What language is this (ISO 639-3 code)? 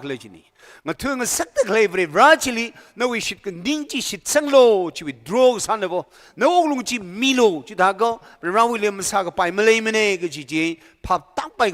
nmf